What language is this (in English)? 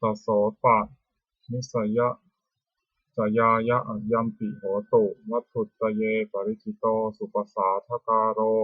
Pali